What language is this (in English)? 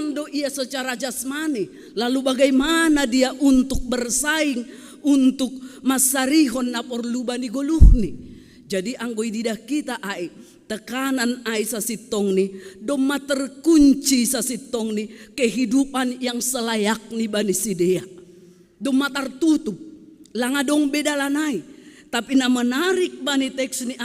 Batak Simalungun